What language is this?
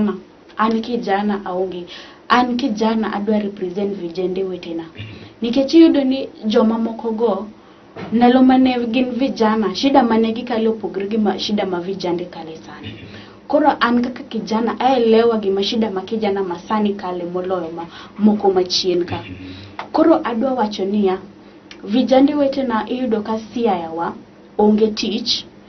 Luo (Kenya and Tanzania)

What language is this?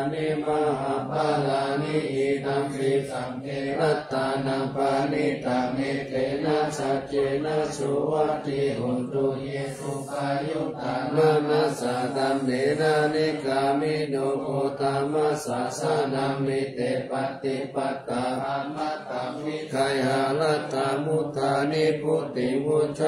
Pali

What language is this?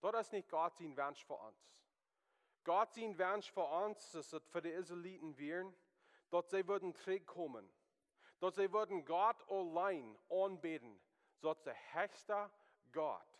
Plautdietsch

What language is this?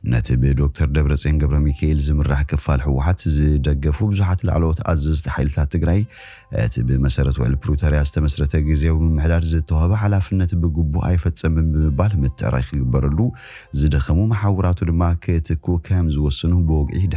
Tigrinya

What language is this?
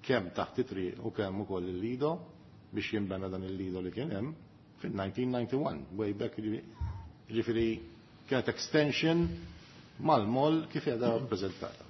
Maltese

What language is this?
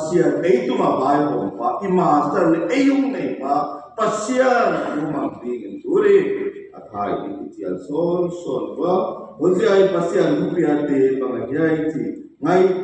Tedim Chin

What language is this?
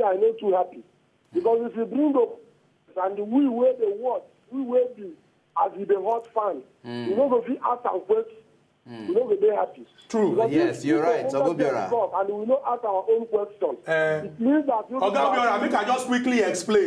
Nigerian Pidgin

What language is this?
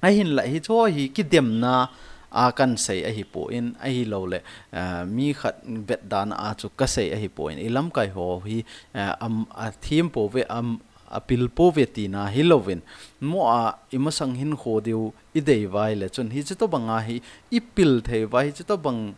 Thado Chin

